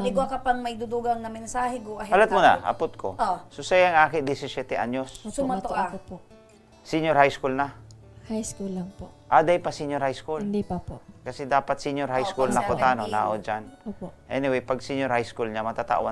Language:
Bikol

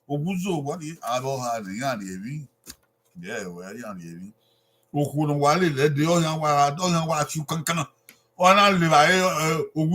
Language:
Bini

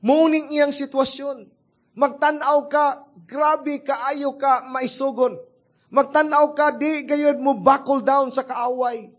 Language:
Cebuano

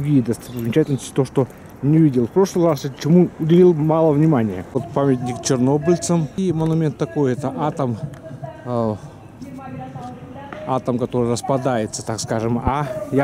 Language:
Russian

